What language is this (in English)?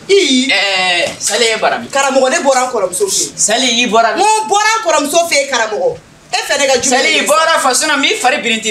Bambara